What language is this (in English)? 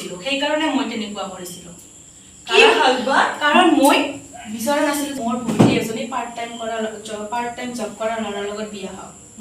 Assamese